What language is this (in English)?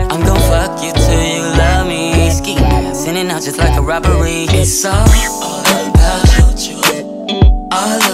English